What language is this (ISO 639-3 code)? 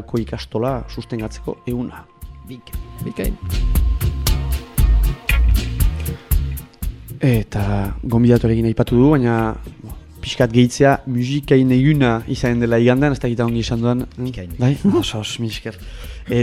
eus